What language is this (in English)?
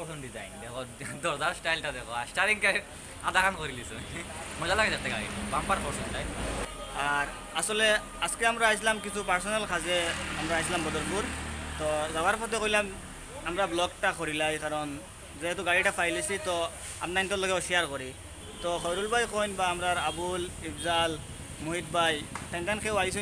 Sylheti